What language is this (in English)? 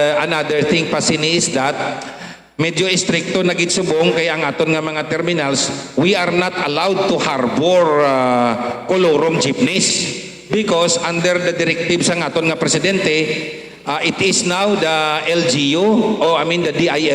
Hiligaynon